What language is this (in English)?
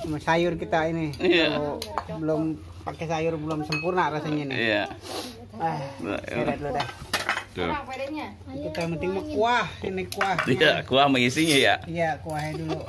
Betawi